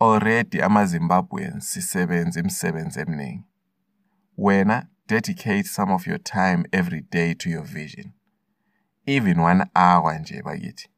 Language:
North Ndebele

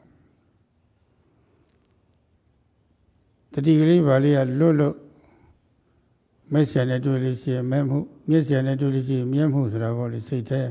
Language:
Burmese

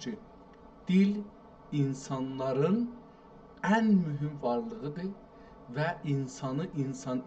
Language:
South Azerbaijani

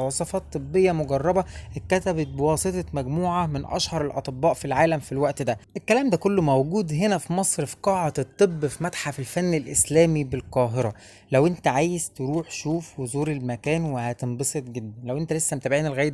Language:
Egyptian Arabic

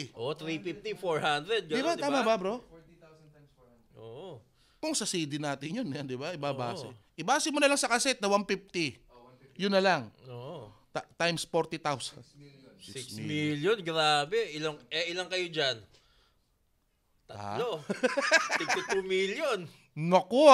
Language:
Filipino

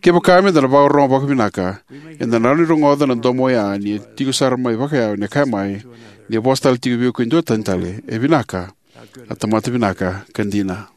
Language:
Fijian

